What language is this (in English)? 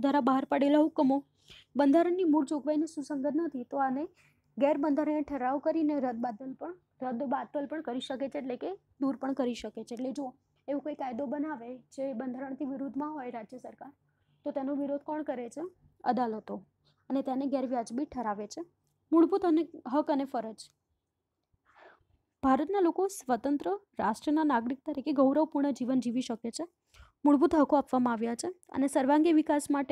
Gujarati